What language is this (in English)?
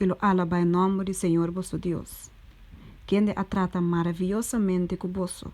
Papiamento